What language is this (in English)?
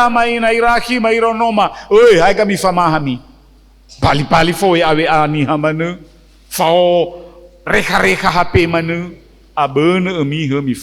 Nias